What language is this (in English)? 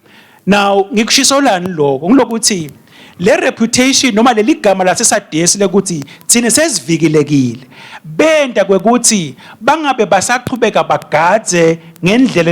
Swati